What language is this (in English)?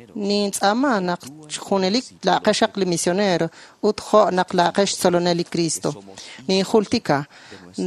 Kekchí